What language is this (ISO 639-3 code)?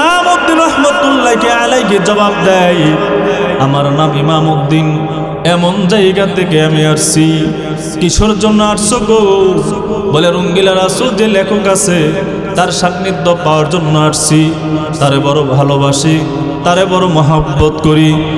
ben